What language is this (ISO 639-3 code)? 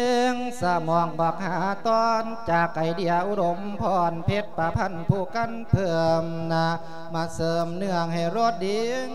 lao